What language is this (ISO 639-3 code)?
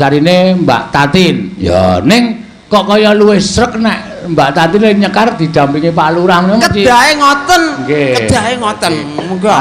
jav